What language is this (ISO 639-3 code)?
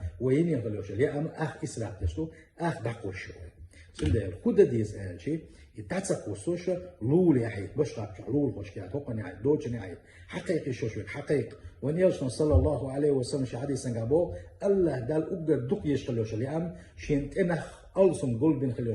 che